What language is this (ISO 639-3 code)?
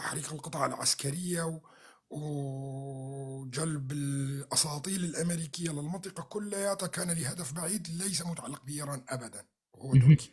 apc